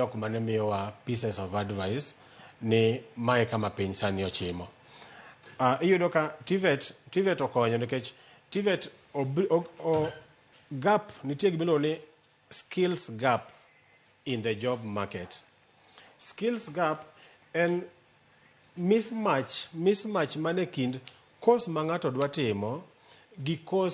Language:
Luo (Kenya and Tanzania)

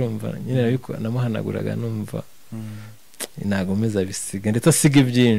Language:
Kinyarwanda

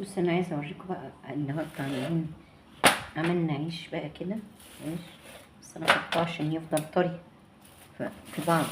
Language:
Egyptian Arabic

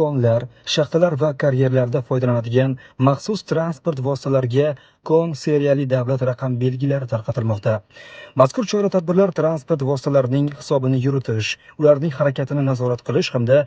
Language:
Uzbek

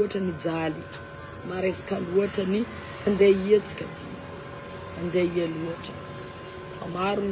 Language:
Malagasy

